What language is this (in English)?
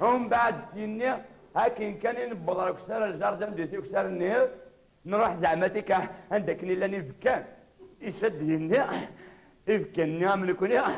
Kabyle